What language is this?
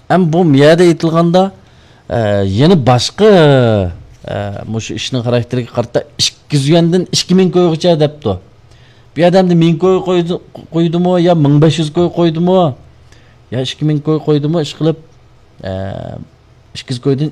Uyghur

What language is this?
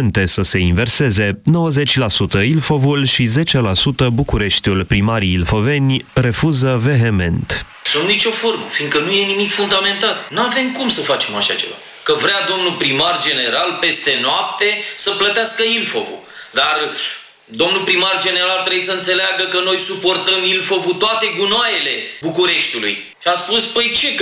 Romanian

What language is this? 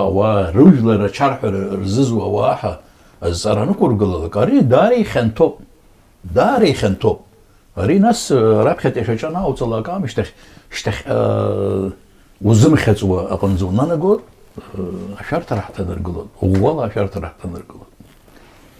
Abkhazian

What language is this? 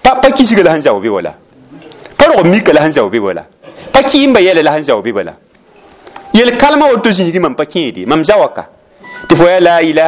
Mossi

